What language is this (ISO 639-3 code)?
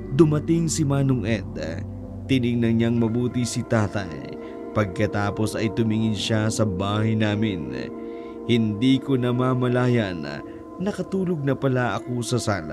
fil